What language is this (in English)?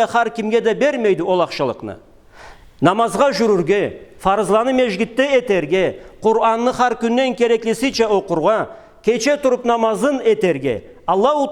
Karachay-Balkar